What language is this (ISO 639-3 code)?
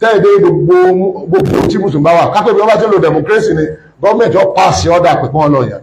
yor